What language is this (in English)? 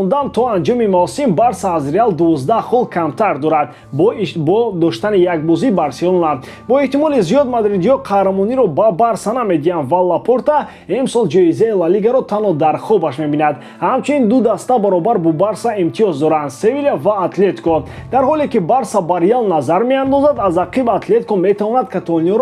Tajik